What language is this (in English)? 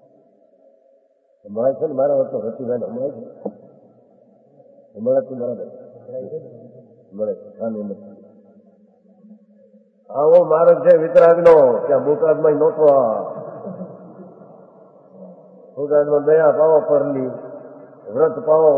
Gujarati